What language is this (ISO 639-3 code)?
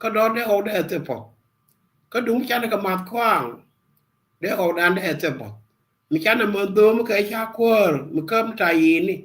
nus